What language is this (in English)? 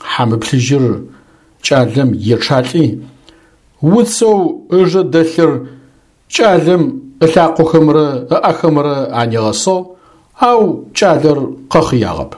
Adyghe